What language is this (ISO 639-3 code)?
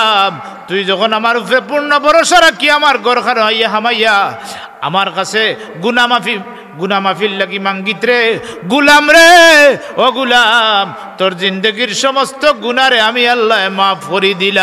syl